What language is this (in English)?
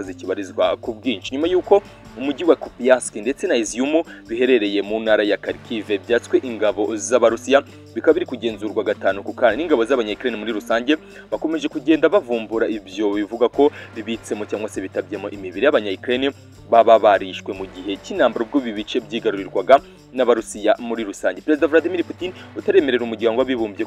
Kinyarwanda